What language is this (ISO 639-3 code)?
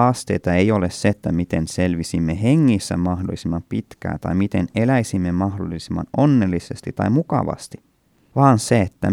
fin